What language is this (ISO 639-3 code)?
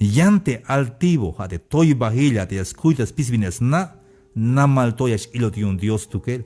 tzh